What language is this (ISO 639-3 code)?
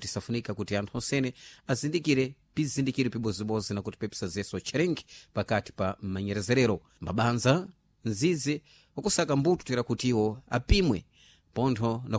seh